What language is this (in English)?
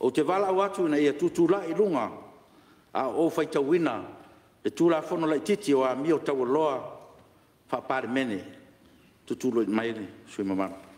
Samoan